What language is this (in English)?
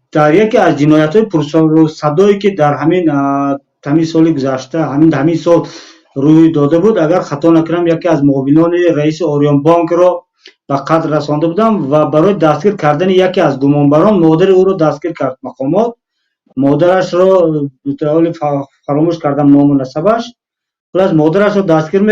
Tajik